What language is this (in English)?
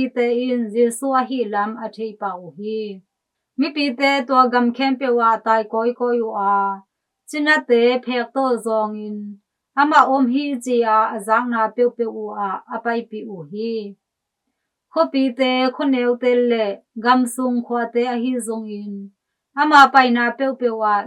Tedim Chin